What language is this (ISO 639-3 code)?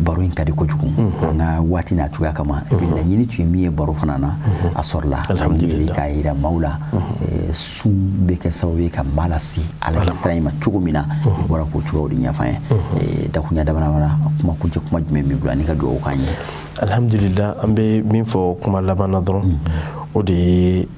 bam